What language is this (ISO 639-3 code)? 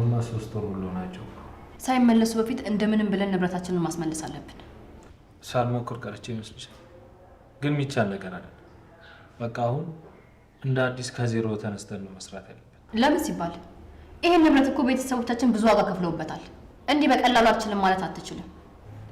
amh